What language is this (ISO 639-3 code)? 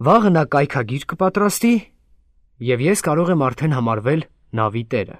hye